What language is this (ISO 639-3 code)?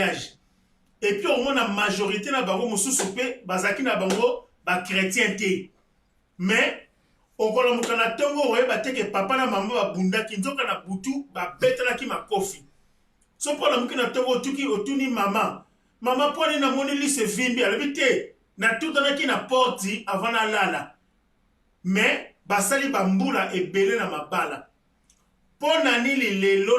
lin